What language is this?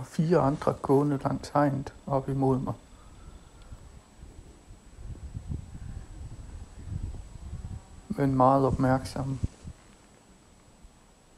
Danish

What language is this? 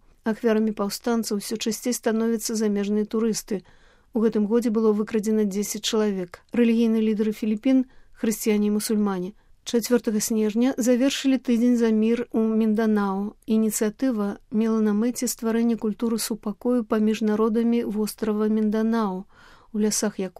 Belarusian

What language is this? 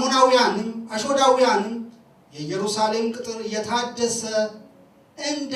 Amharic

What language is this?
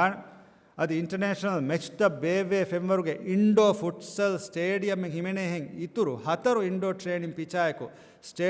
Divehi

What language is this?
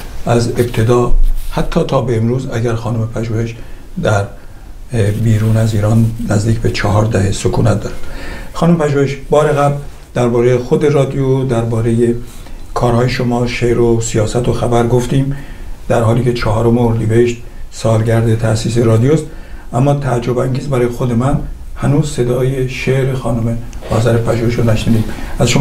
Persian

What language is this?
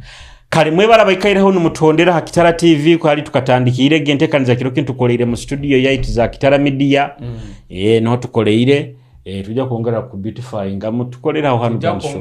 Nyoro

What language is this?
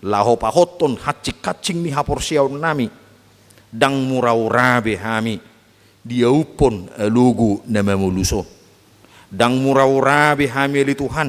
Batak Toba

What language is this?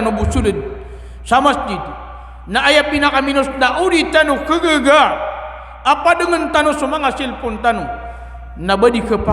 Maranao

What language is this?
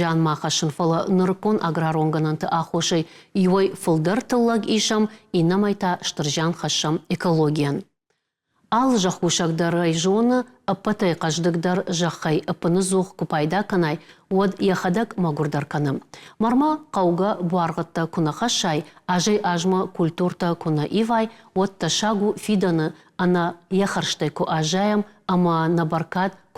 Ossetic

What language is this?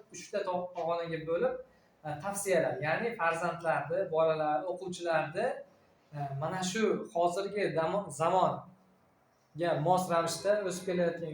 Uzbek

